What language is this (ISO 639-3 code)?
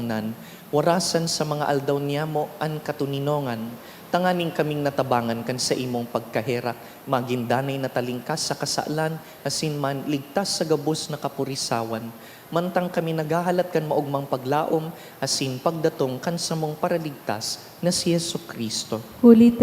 bik